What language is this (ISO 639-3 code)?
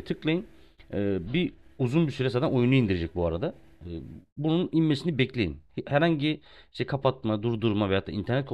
tur